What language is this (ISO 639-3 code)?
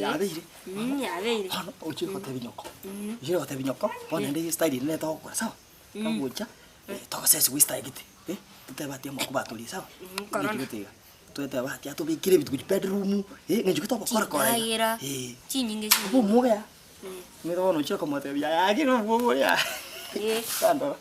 guz